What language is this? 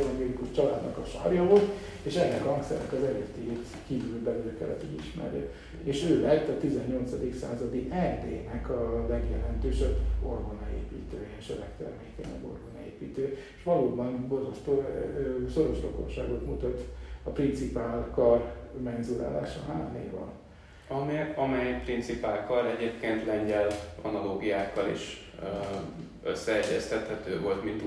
Hungarian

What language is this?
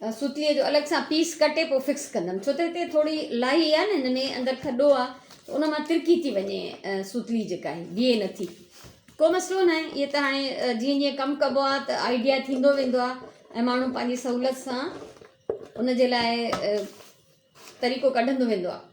Sindhi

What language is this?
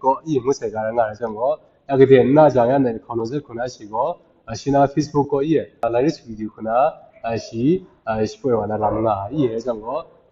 Kachin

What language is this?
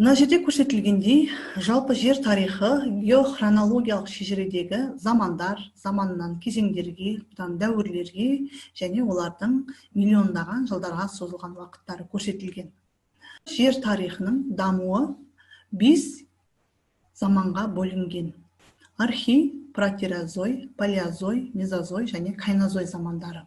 Kazakh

